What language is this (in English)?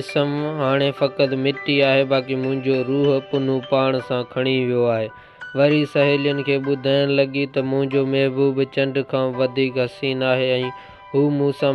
Sindhi